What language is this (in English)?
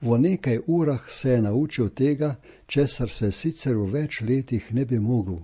Slovenian